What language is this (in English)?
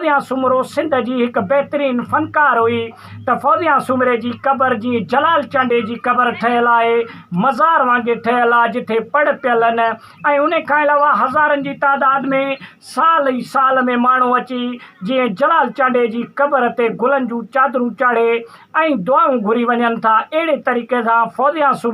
Sindhi